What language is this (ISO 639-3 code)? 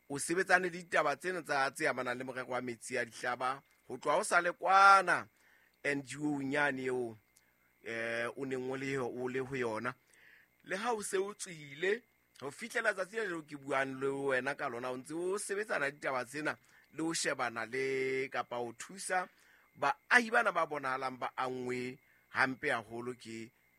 sot